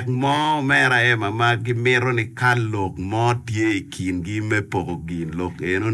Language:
Acoli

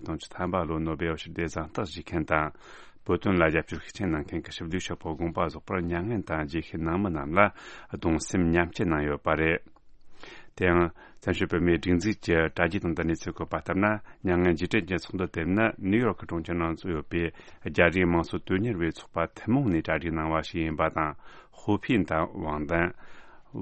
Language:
Tibetan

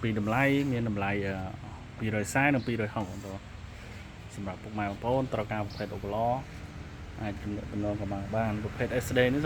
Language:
Khmer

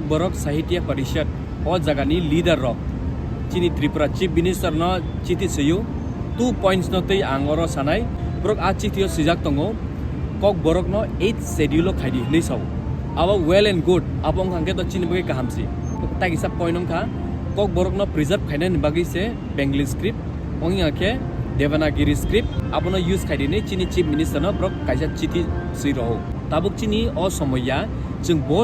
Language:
Kok Borok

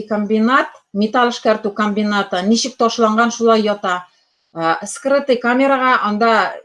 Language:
Tatar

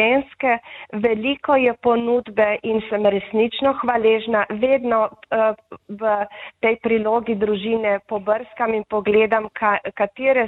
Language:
Slovenian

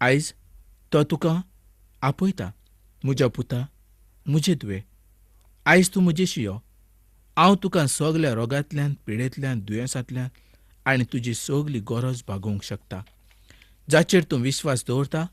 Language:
Konkani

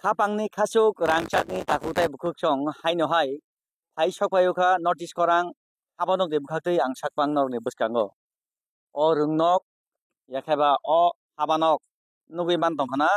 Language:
Kok Borok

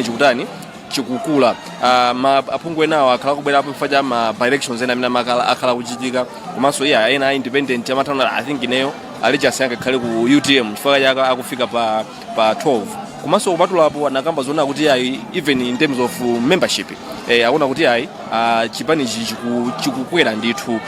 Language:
Nyanja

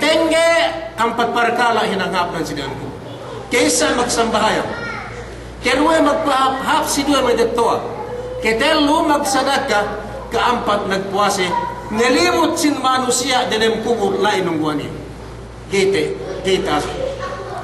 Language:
Yakan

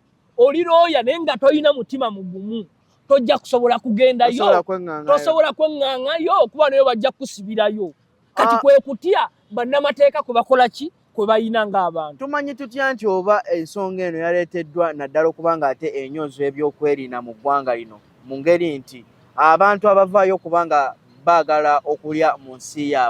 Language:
Ganda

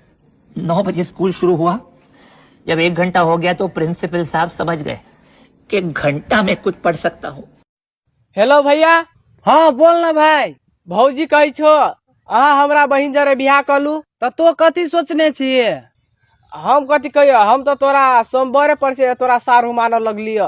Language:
Maithili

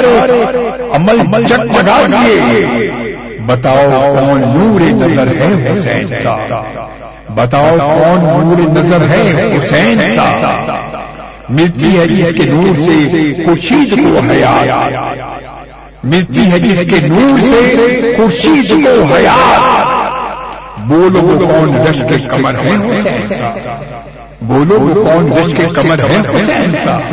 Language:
Urdu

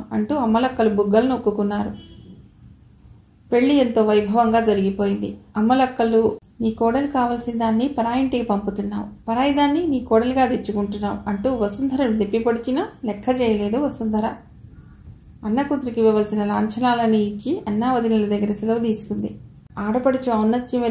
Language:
Telugu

